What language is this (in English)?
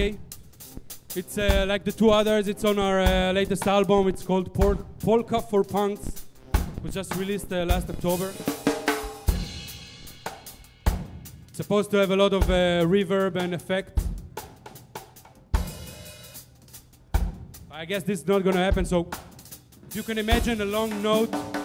English